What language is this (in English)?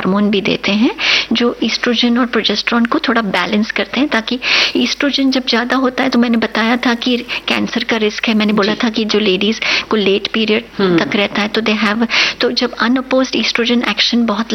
Hindi